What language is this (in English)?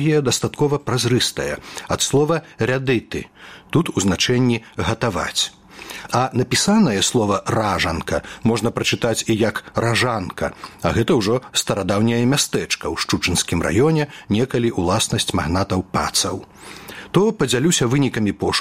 Belarusian